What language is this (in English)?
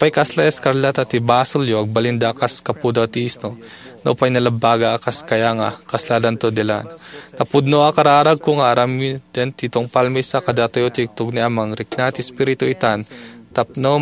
Iloko